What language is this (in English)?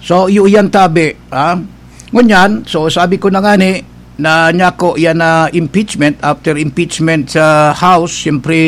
Bikol